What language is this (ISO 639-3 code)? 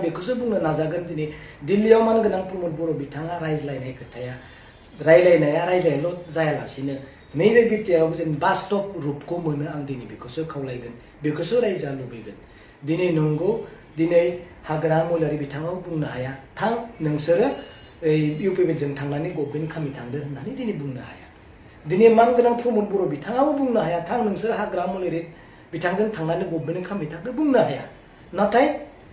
brx